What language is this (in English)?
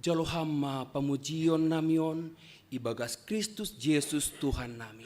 Batak Simalungun